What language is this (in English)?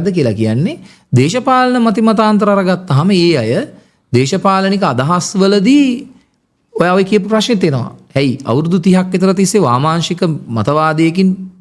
Sinhala